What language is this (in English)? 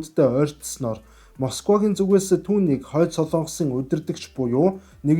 Mongolian